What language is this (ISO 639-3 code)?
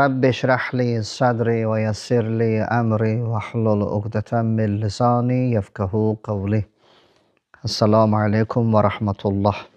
aze